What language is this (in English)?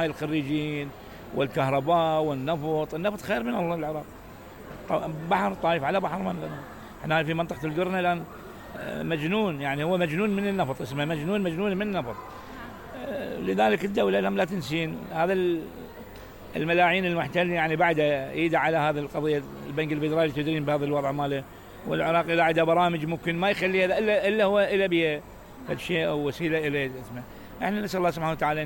Mesopotamian Arabic